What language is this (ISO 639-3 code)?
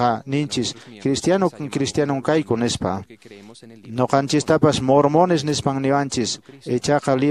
que